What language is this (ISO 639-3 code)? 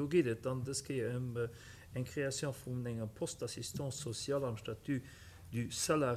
ltz